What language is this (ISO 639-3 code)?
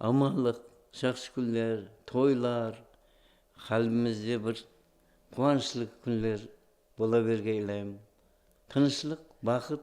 kaa